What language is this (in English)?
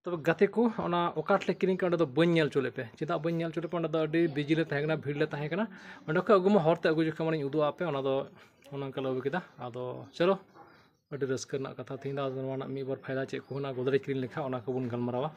Santali